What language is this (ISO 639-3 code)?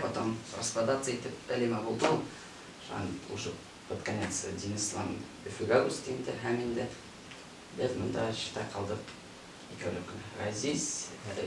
bak